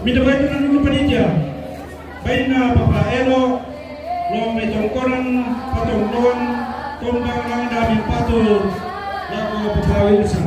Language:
Toraja-Sa'dan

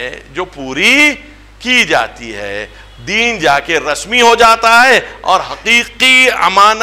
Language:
Urdu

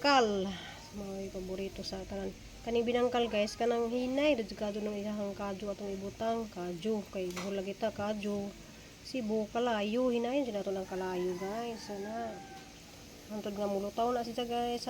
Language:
Cebuano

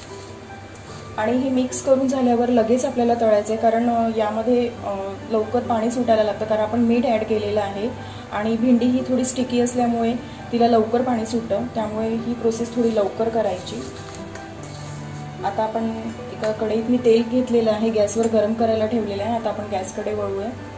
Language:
Marathi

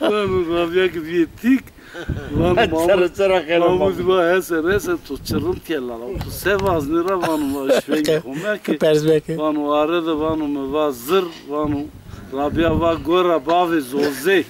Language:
Zaza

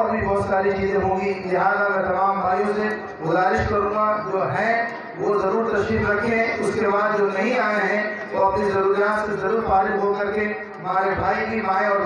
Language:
Urdu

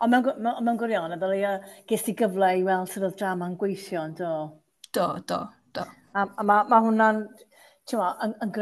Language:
Welsh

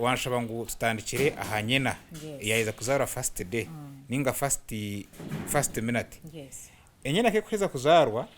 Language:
Nyankole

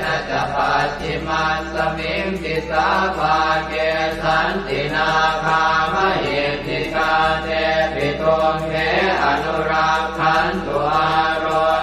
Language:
Pali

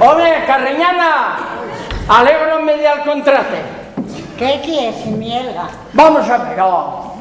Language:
Asturian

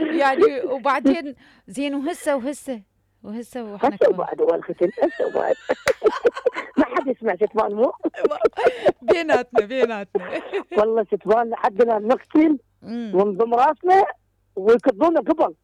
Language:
Mesopotamian Arabic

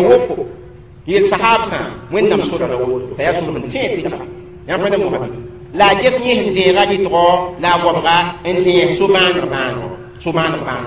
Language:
Mossi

